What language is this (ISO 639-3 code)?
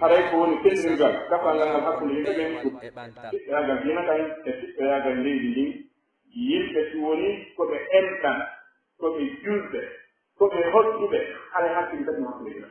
fuf